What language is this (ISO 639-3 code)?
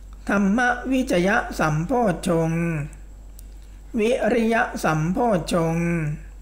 tha